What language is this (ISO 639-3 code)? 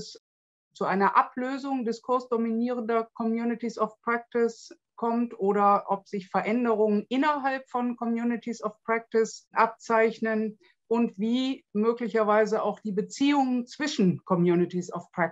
deu